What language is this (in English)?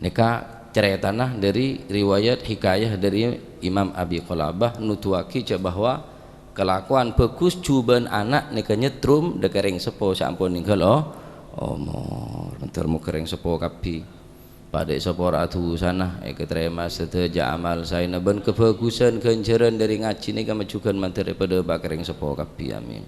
Madurese